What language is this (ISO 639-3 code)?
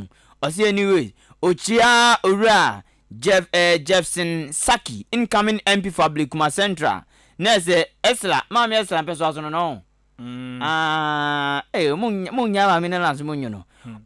aka